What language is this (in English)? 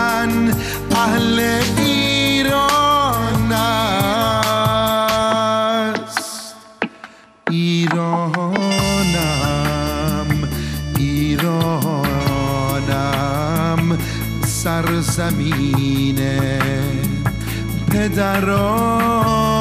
Persian